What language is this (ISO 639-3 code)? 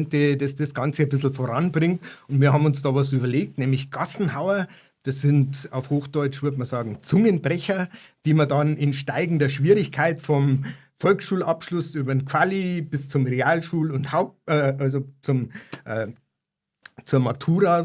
bar